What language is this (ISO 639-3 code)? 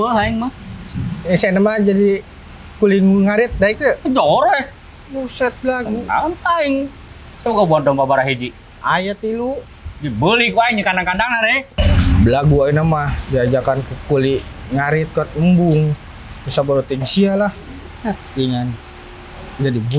sun